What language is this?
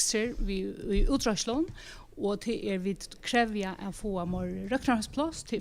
Faroese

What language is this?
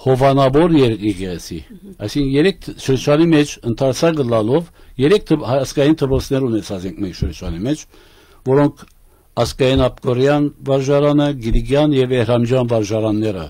Western Armenian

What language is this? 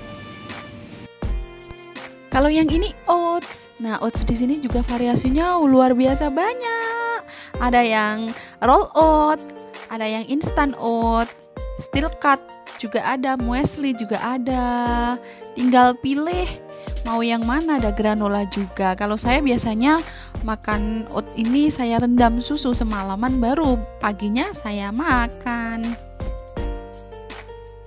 Indonesian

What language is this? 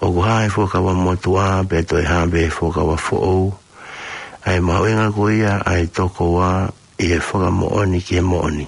Tongan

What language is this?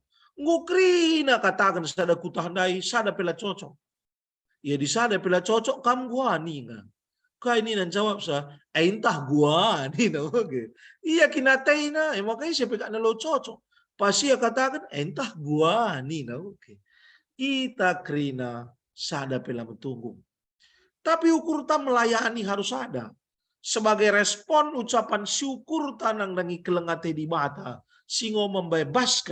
Batak Karo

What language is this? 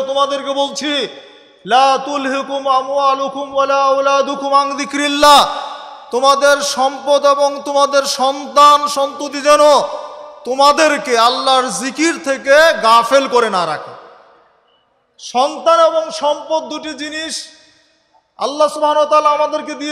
Bangla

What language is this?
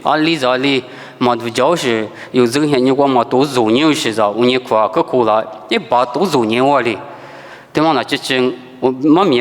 Lisu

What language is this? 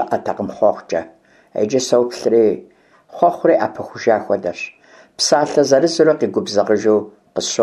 Kabardian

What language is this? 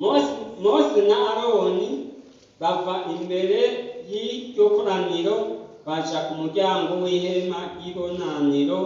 Rundi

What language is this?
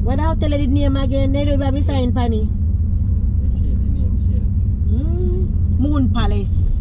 Jamaican Creole English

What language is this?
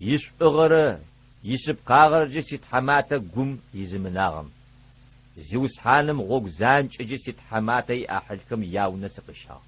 Adyghe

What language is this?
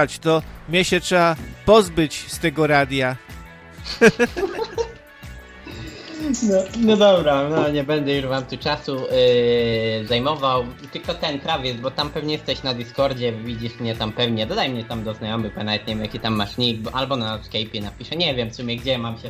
Polish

